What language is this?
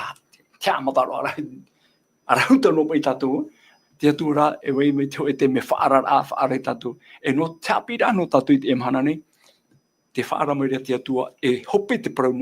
Tahitian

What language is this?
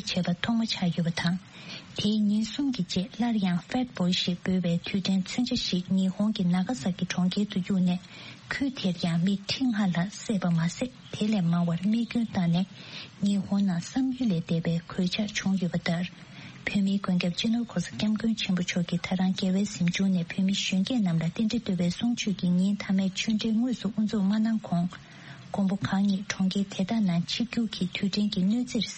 Tibetan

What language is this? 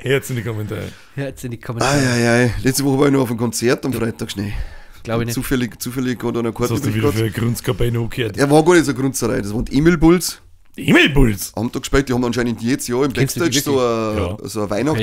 Bavarian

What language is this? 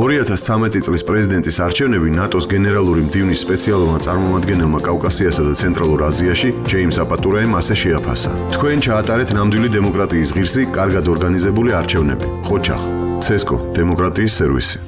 Georgian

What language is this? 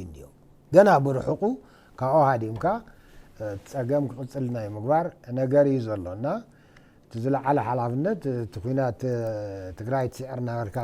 Tigrinya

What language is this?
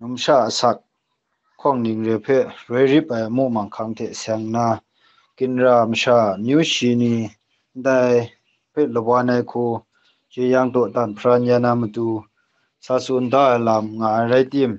Kachin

